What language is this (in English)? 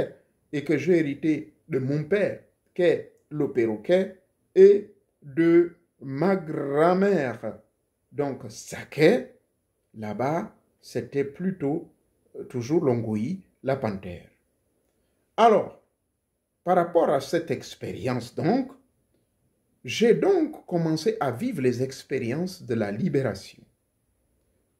French